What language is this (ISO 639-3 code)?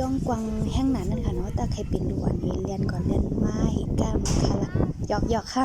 shn